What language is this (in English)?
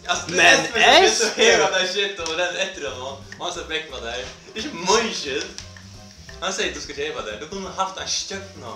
Faroese